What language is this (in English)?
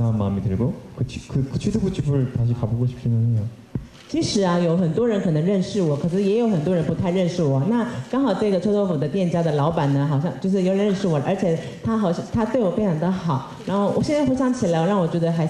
Chinese